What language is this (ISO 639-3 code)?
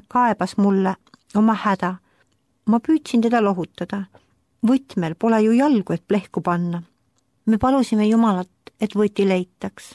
est